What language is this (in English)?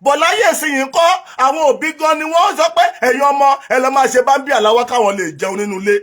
Yoruba